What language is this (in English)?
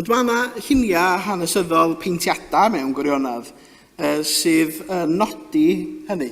Welsh